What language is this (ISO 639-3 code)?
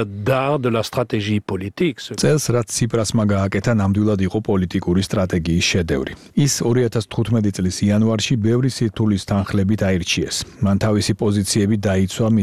kat